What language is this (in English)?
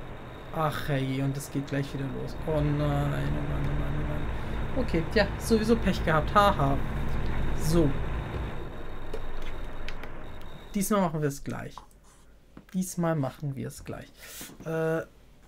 German